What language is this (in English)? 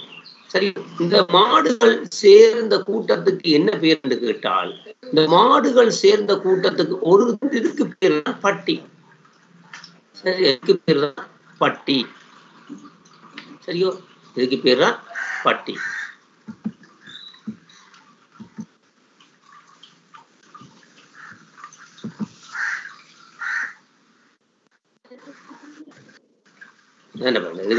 Tamil